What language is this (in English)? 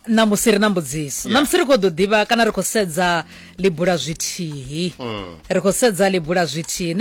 Venda